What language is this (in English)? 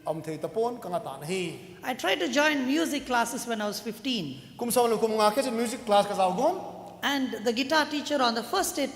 Thado Chin